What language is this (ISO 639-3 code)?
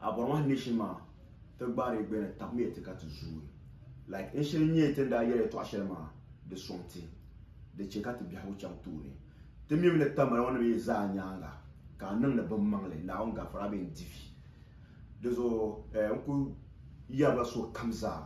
dag